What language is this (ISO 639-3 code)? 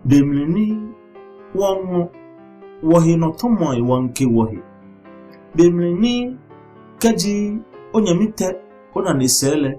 gaa